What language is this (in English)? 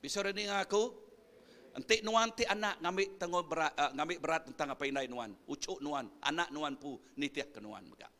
Iban